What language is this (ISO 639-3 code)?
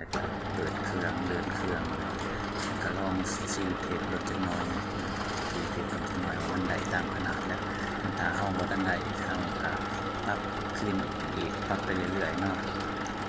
lao